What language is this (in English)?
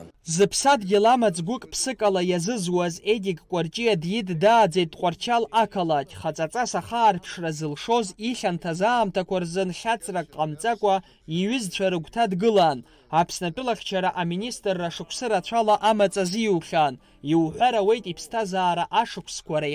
Abkhazian